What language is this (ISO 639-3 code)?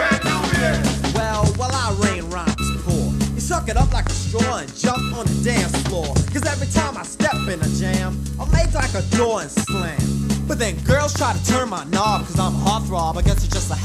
eng